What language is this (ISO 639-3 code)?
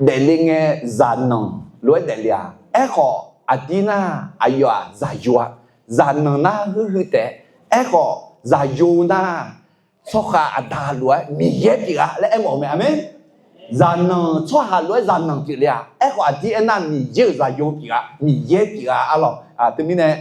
ahk